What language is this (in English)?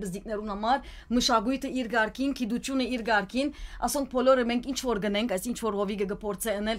Western Armenian